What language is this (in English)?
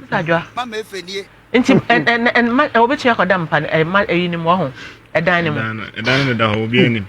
Akan